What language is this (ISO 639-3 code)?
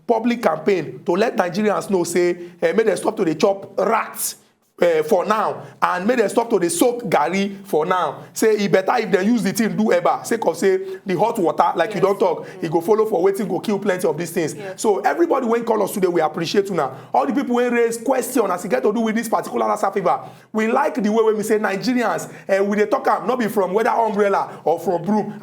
pcm